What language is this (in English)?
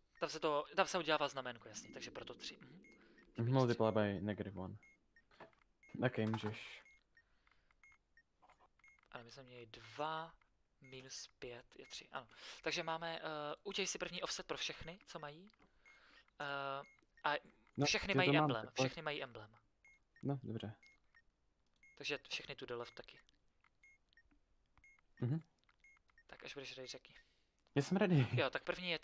Czech